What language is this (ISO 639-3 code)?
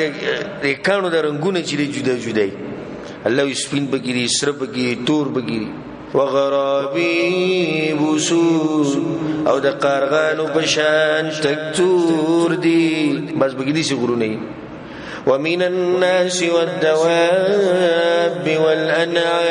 pus